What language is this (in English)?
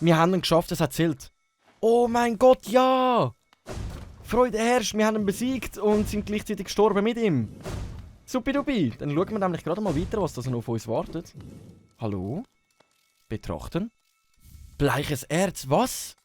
Swiss German